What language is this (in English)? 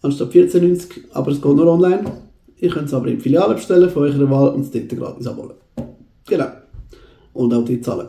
Swiss German